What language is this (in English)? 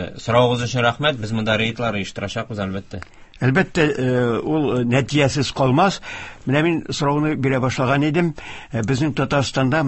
Tatar